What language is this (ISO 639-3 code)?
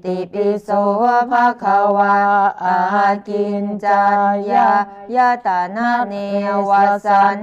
pli